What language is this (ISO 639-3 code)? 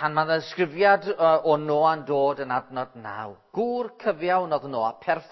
cym